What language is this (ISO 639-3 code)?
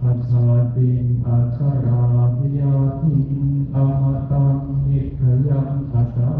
pli